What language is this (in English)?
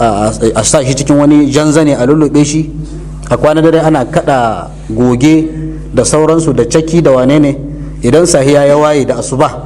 Hausa